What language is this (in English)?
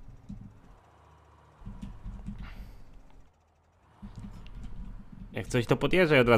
Polish